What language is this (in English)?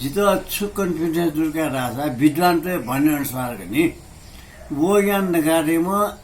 Newari